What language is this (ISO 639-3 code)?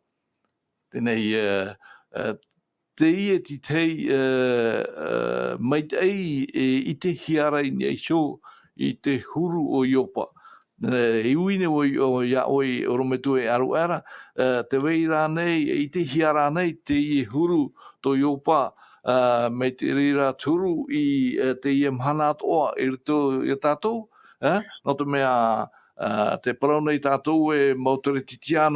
tah